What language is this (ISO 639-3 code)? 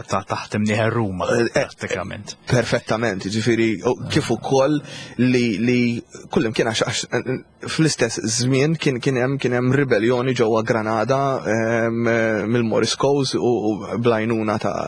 mlt